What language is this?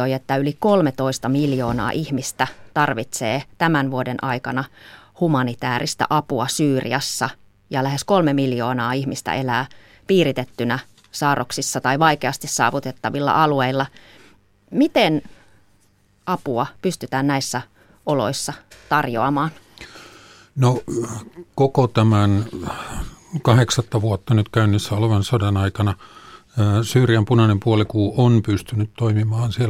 Finnish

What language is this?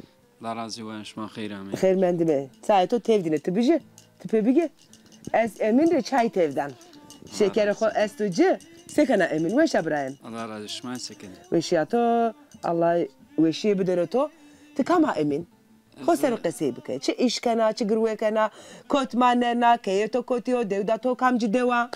Zaza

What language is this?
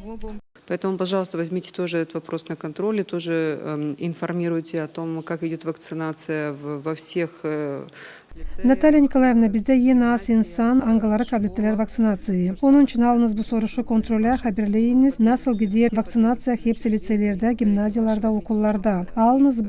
Gagauz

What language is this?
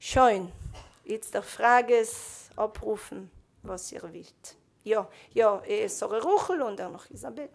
Yiddish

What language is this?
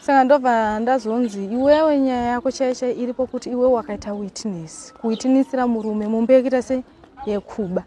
Shona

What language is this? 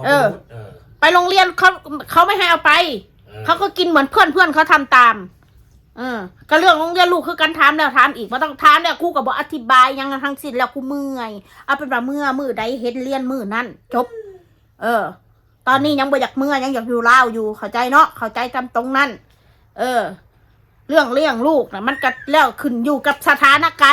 Northeastern Thai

